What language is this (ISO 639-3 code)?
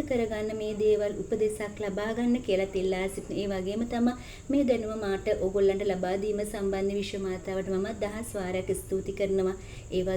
sin